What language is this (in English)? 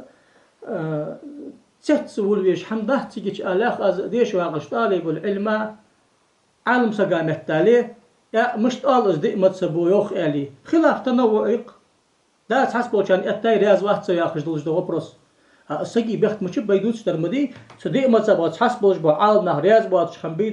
Ingush